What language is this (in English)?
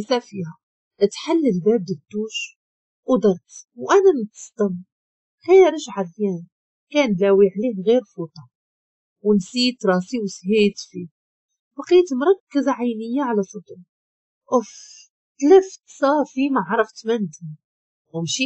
Moroccan Arabic